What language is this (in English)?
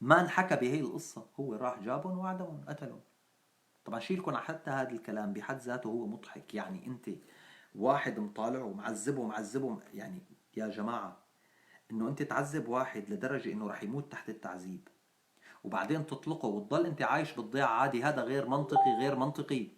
North Levantine Arabic